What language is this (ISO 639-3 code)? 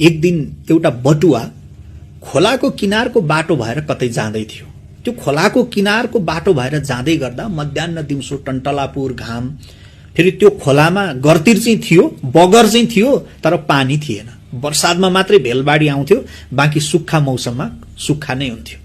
nep